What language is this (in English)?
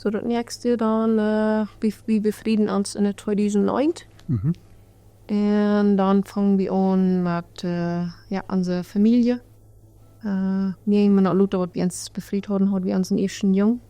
Plautdietsch